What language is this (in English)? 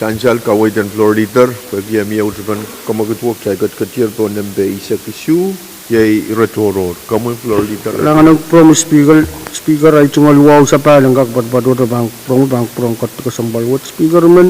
Pohnpeian